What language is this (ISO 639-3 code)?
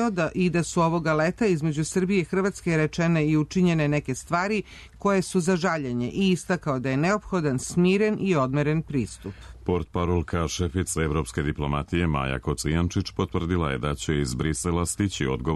srp